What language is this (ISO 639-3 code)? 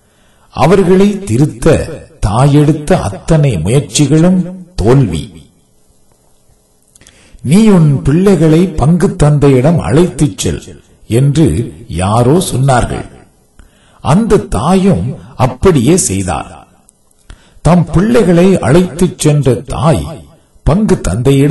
tam